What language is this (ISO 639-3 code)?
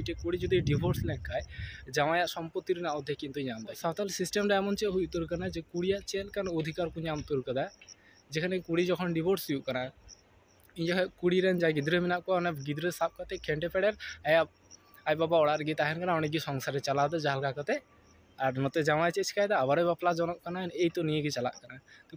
sat